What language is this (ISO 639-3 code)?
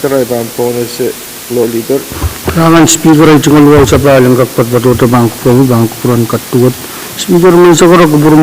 pon